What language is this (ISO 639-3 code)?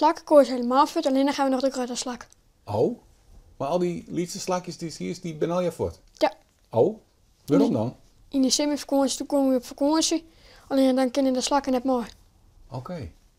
fry